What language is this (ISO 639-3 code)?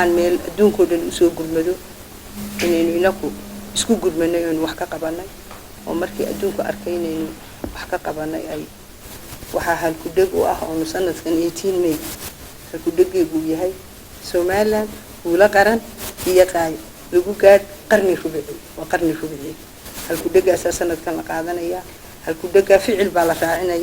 som